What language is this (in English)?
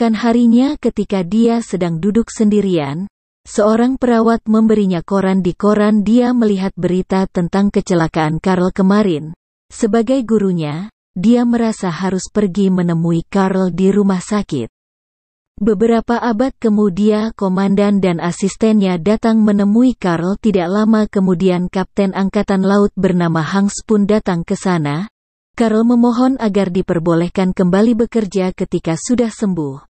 Indonesian